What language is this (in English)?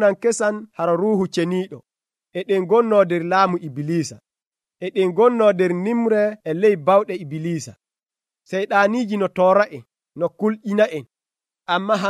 Nigerian Fulfulde